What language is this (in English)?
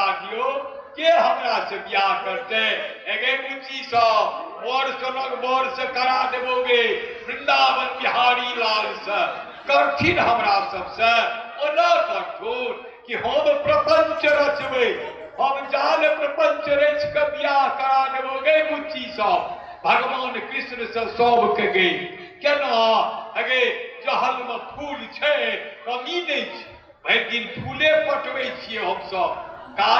Maithili